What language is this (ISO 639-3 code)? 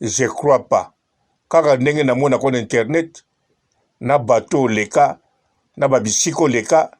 lin